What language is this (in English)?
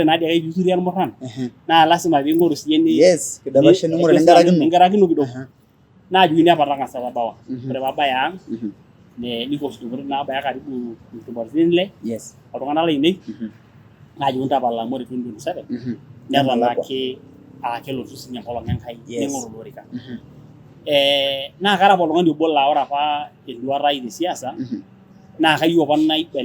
Masai